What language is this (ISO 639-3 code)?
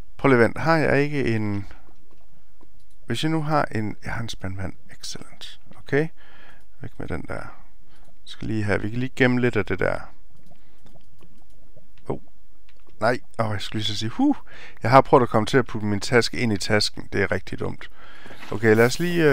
dan